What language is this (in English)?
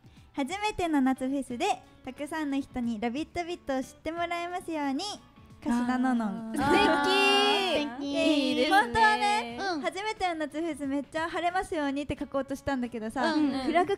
Japanese